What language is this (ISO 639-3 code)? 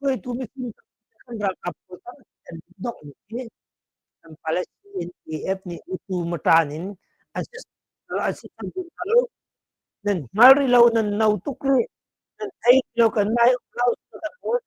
cnh